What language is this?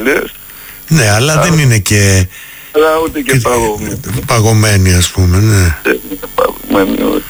Greek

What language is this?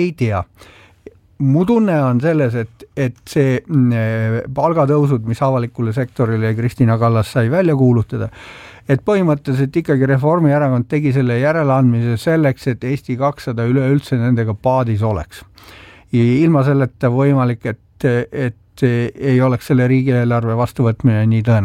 Estonian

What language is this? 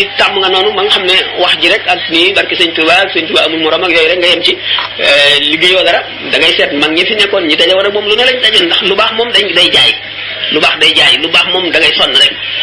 Wolof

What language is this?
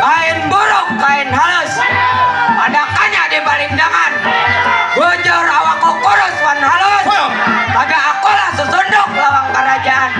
Banjar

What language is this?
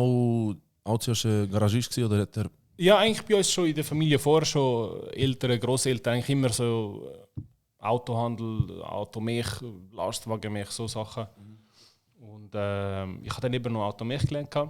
Swiss German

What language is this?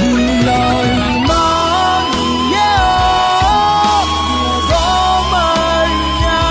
Akha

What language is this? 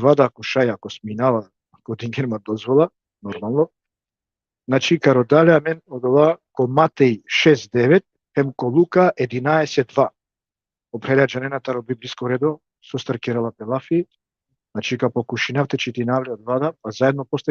Balkan Romani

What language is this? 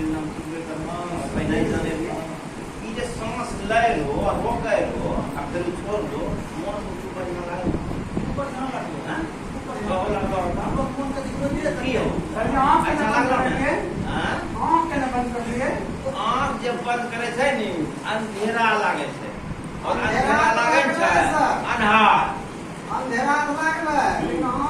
Angika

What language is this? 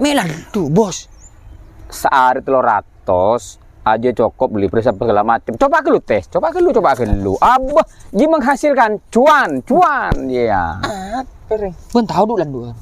Madurese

